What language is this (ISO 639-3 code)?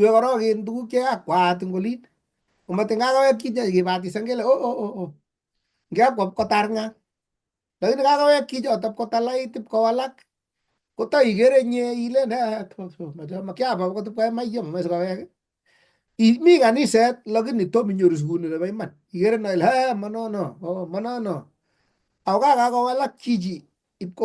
kln